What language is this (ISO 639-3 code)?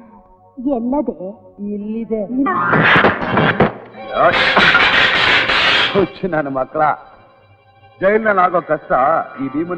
kan